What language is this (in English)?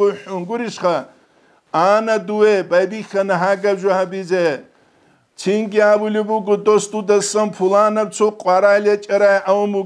Avaric